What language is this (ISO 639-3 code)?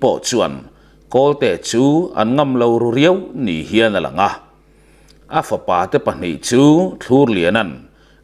lus